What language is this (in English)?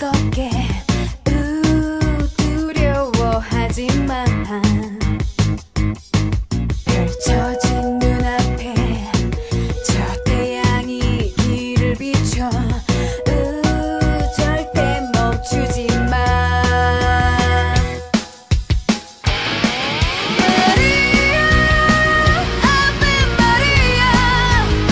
Korean